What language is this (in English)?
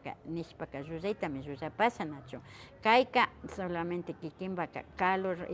Imbabura Highland Quichua